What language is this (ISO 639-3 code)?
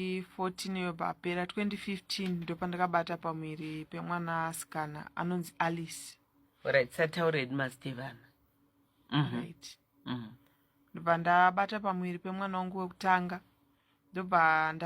sna